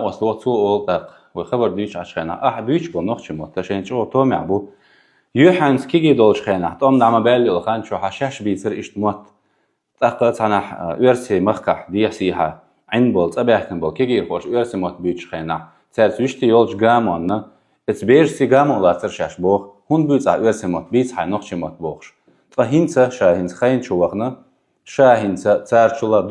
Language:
Chechen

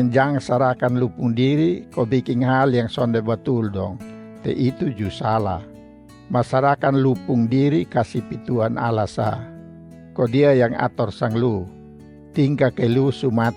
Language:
Kupang Malay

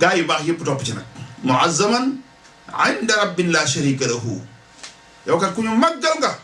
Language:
Wolof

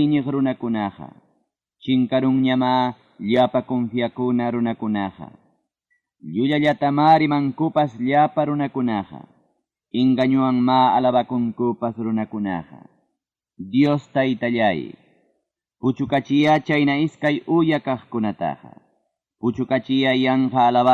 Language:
Ayacucho Quechua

